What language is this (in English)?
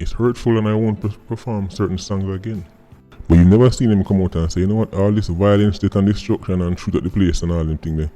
Jamaican Creole English